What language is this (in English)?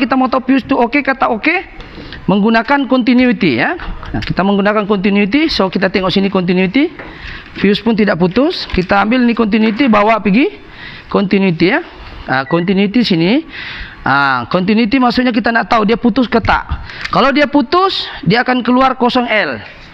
Malay